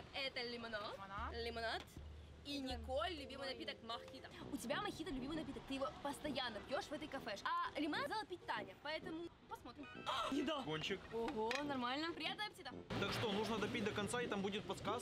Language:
Russian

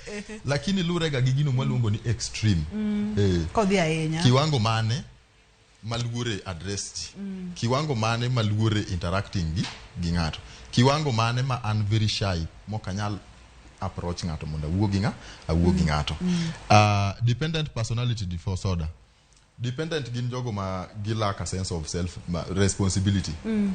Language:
Luo (Kenya and Tanzania)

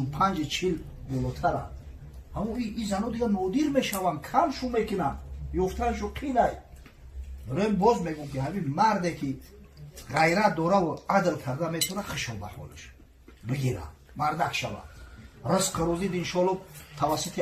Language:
Tajik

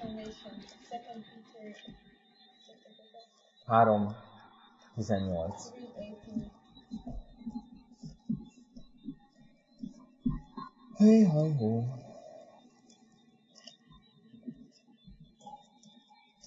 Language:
Hungarian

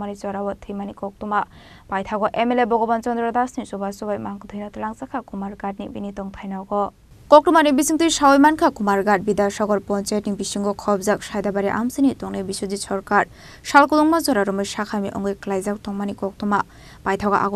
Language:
Kok Borok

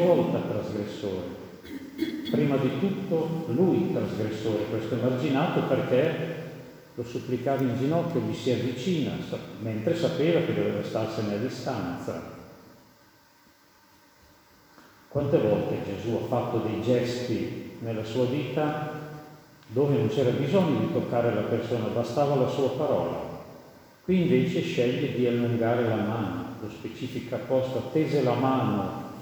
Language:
Italian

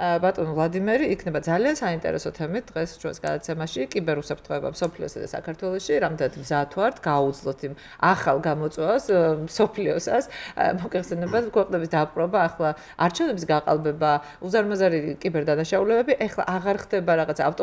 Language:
Georgian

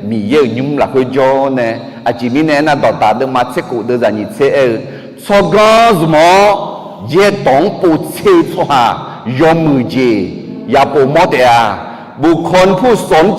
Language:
Akha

